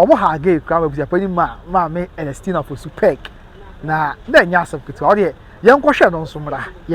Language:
Akan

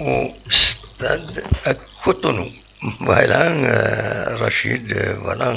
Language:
Kabyle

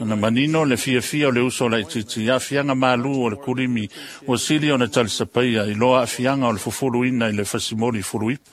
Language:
Samoan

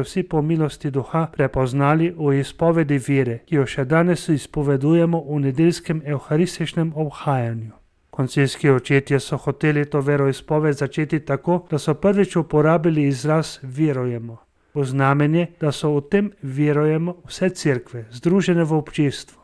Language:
Slovenian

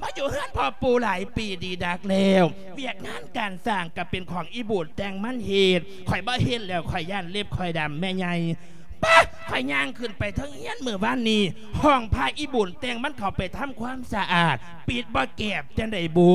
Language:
Lao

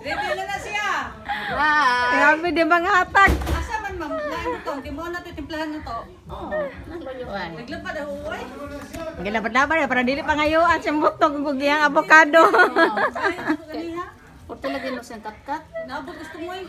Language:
Cebuano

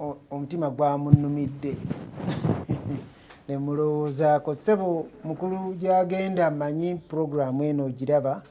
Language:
Ganda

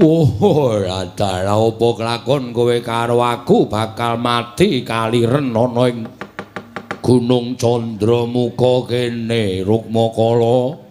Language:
Javanese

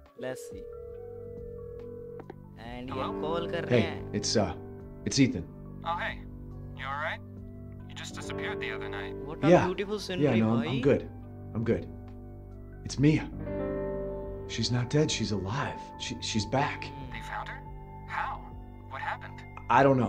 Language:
Hindi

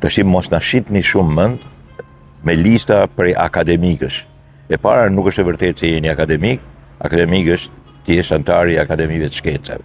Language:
Albanian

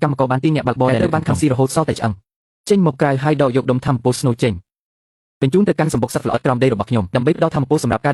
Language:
Khmer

